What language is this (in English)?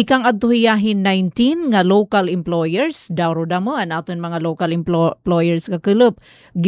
Waray